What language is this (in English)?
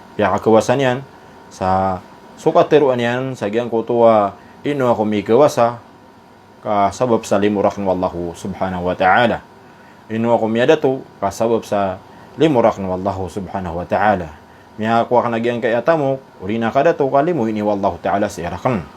Maranao